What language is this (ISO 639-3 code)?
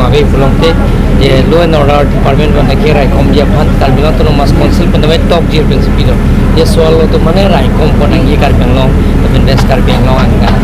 mjw